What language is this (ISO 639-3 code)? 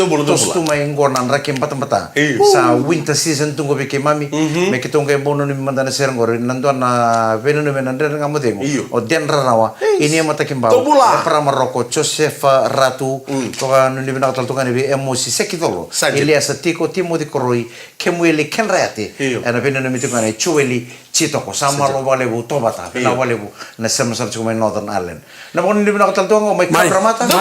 fij